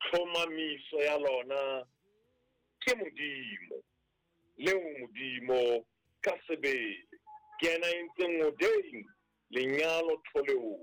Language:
Southern Sotho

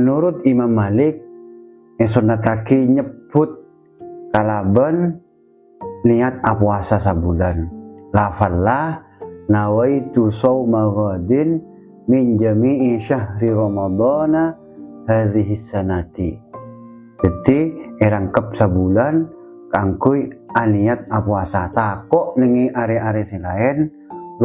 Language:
Madurese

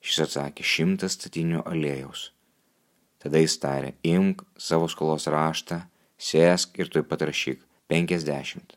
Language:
Lithuanian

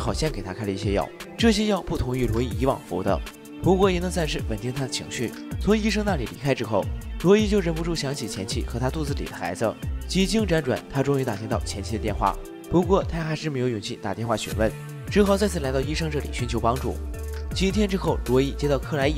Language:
Chinese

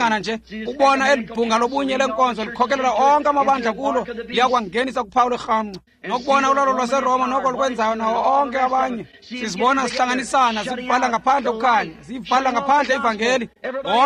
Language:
Xhosa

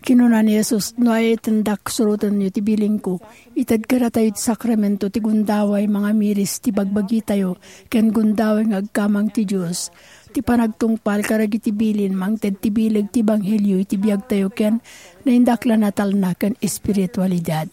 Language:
Iloko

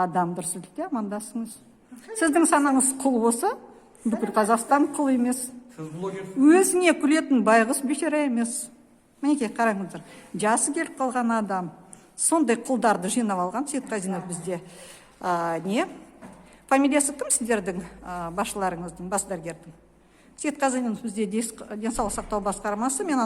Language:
Kazakh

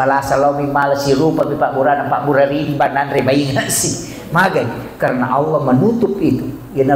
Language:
Buginese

